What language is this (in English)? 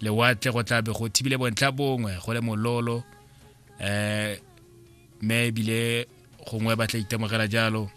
Tswana